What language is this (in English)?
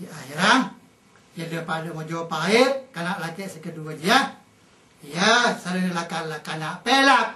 Madurese